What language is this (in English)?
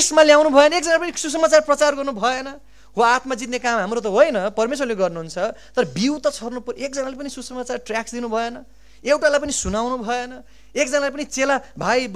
Nepali